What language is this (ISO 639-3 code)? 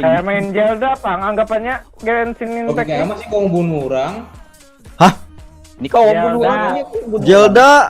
bjn